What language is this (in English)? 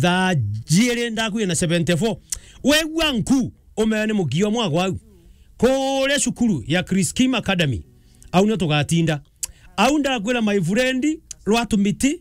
Meru